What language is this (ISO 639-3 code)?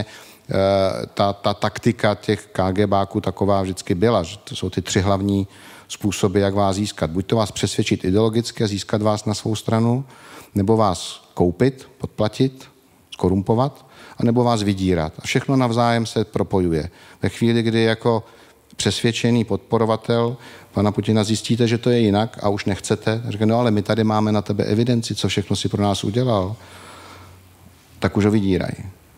ces